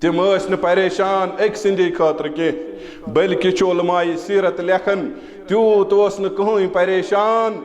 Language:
Kashmiri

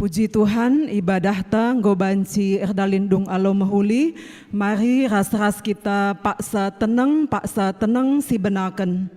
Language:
Batak Karo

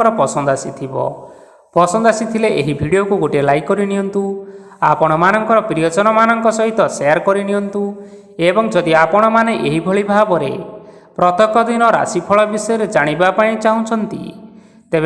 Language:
Odia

